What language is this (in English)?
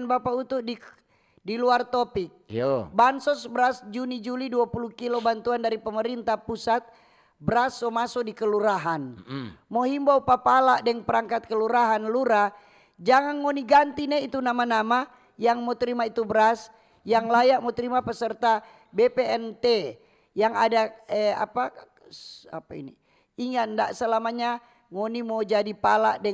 Manado Malay